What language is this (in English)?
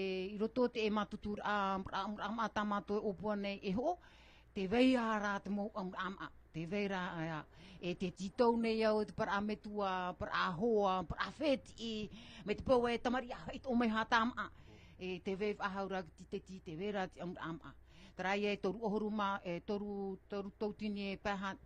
Tahitian